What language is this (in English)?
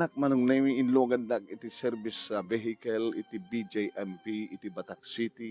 Iloko